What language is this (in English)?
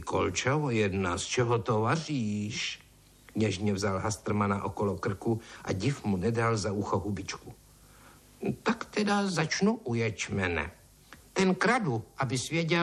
Czech